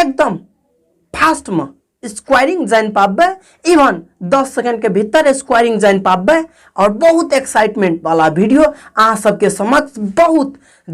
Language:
Maithili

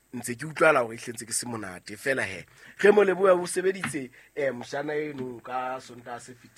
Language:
Southern Sotho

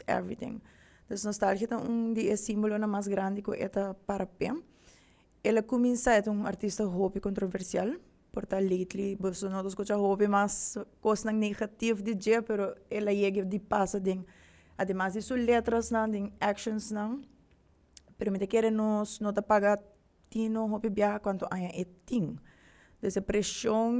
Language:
Papiamento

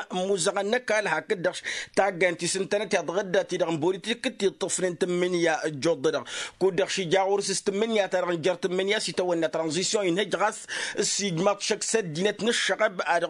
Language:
Tamasheq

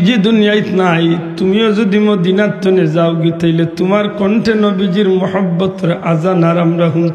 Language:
Sylheti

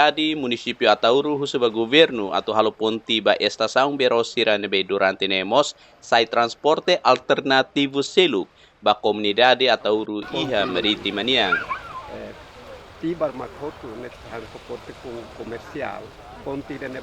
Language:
Tetum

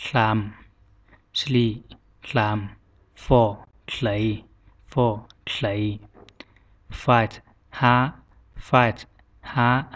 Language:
Zhuang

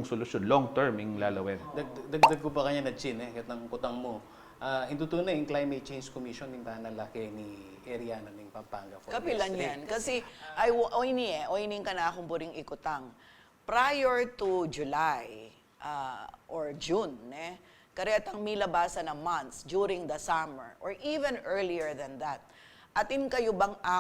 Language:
Pampanga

